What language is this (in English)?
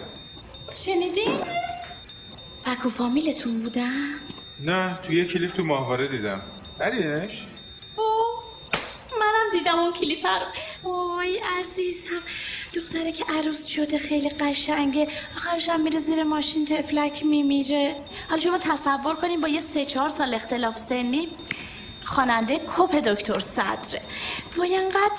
Persian